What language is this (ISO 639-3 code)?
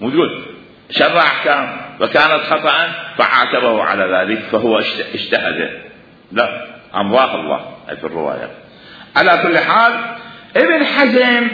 acm